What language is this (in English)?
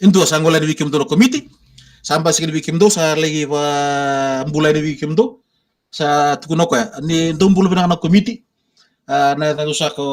Fijian